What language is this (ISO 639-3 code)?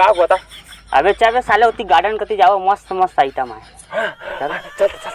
hne